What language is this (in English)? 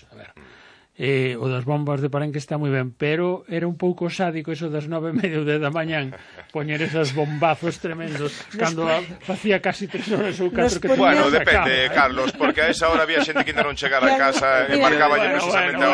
Galician